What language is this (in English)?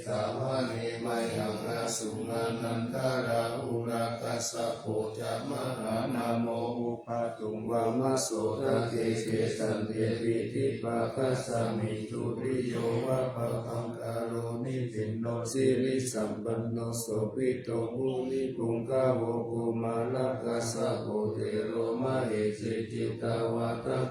Pali